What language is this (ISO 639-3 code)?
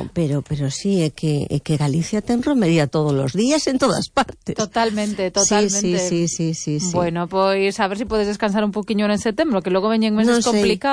glg